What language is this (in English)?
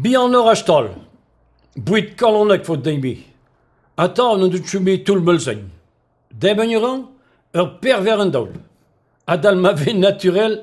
Breton